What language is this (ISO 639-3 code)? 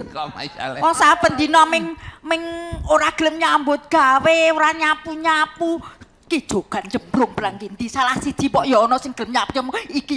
jav